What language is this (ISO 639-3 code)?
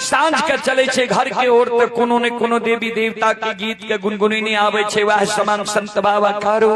mai